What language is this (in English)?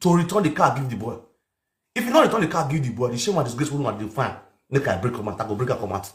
Nigerian Pidgin